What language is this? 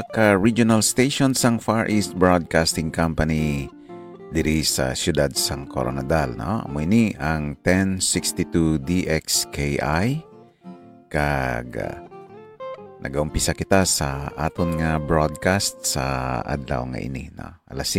Hiligaynon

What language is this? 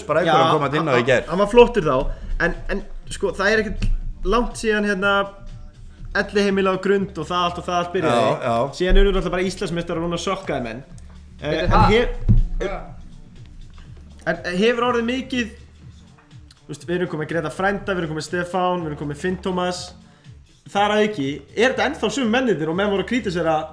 Icelandic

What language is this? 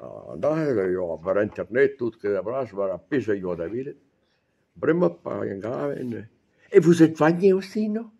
Breton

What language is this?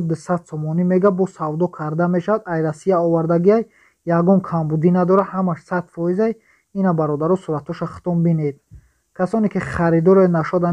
Tajik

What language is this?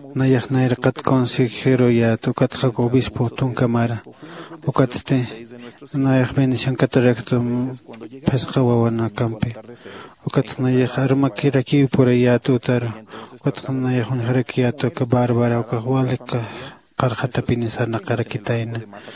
Aymara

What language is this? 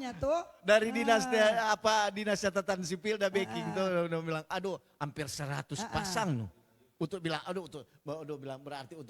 Manado Malay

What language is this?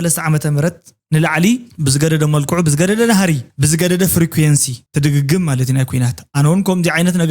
Tigrinya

